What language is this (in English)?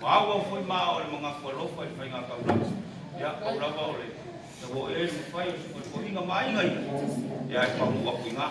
Samoan